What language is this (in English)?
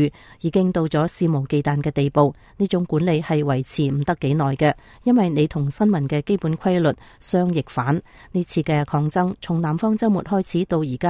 Cantonese